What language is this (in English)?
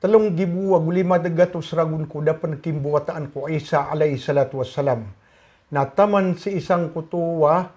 Maranao